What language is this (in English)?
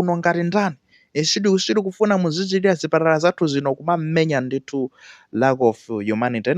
Nyanja